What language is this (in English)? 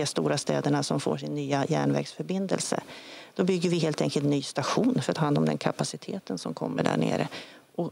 Swedish